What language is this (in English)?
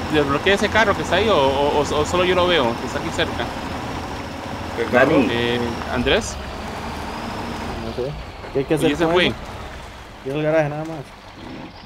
Spanish